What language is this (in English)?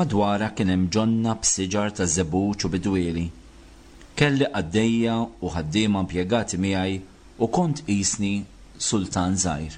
Maltese